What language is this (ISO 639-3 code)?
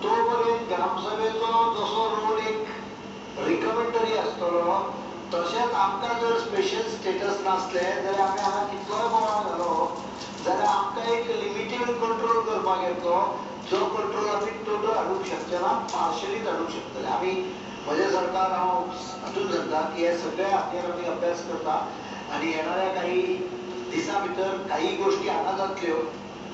kok